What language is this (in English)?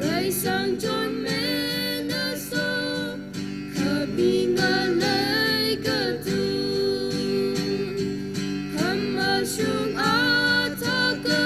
Tangkhul Naga (India)